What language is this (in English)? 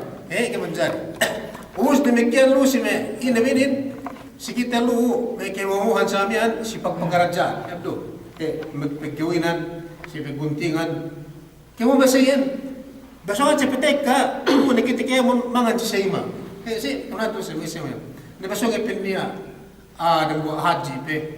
Yakan